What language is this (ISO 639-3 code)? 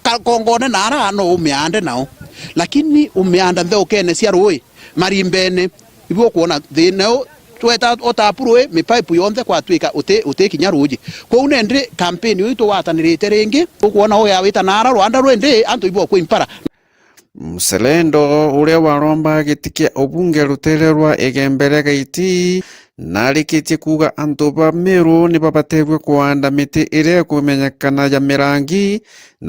mer